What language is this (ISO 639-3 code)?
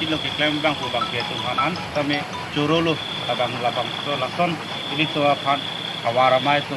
mjw